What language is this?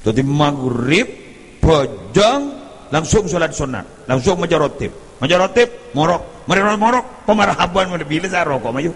Madurese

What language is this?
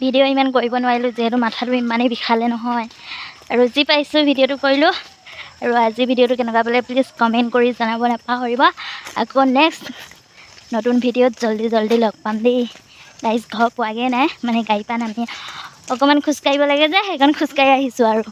Assamese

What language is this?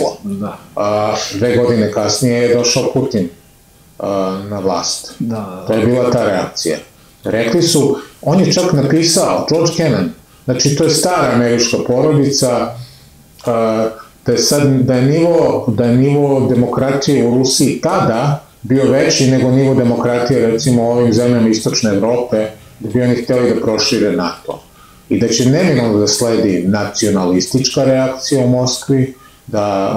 Serbian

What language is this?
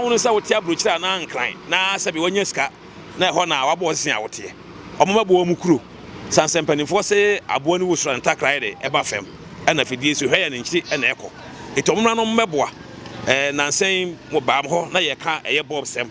Akan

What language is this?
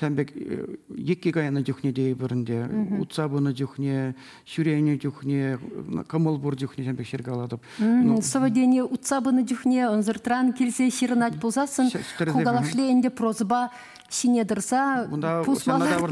Chuvash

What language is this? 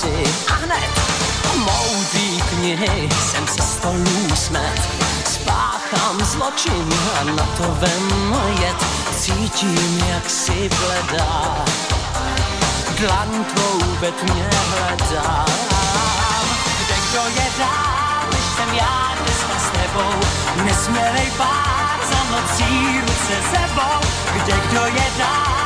Czech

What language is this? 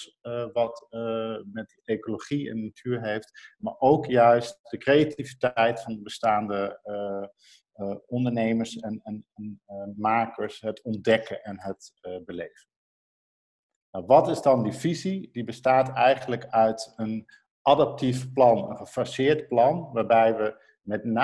Dutch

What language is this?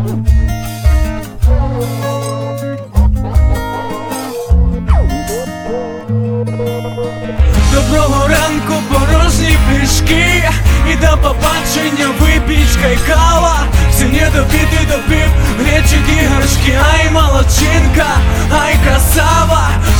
Ukrainian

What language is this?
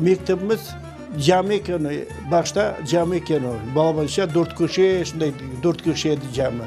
Crimean Tatar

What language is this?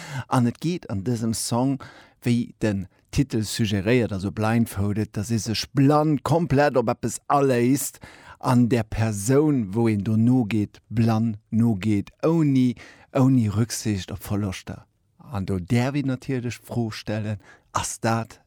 Luxembourgish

